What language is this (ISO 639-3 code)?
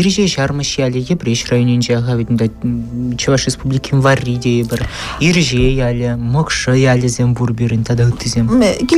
chv